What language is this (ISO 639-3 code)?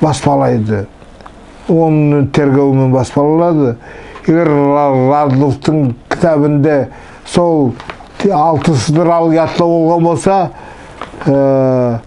nog